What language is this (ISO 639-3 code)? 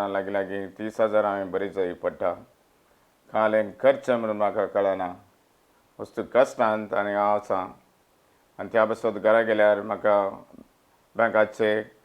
kok